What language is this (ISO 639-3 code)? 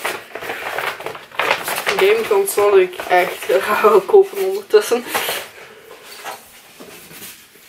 nld